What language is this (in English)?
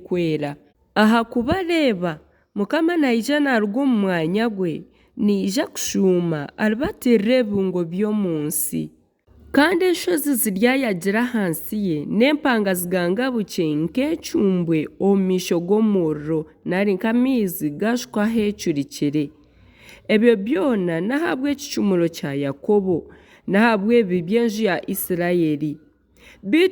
Nyankole